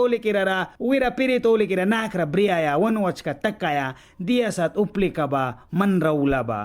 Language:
Mískito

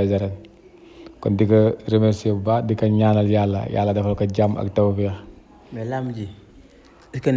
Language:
Wolof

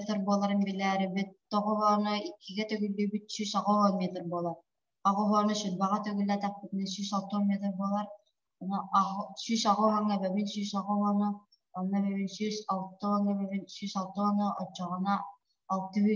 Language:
Yakut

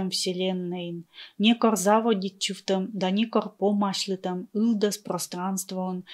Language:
Komi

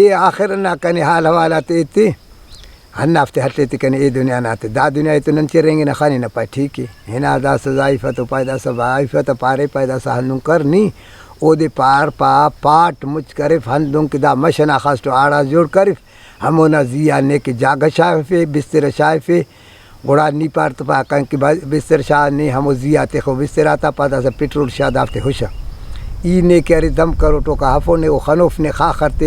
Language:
Brahui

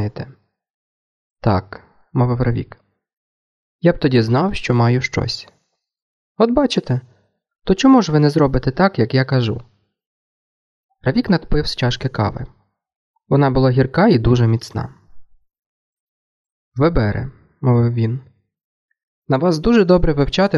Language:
Ukrainian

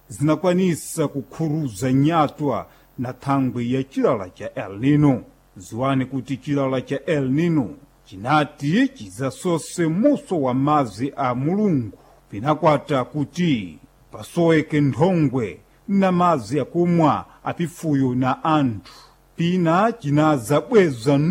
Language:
Sena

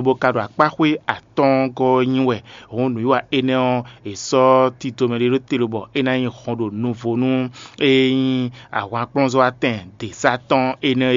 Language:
Fon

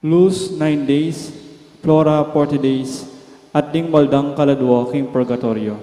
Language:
Pampanga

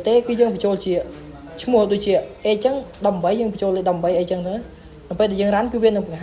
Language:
Khmer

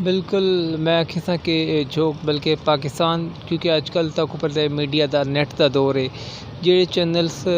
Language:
Saraiki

